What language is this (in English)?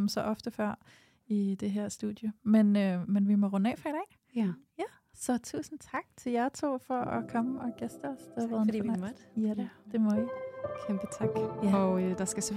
Danish